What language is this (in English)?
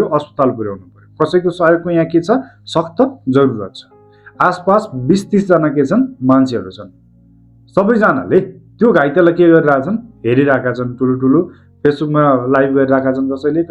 Nepali